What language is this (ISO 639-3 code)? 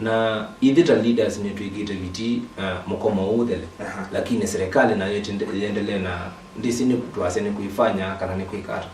kam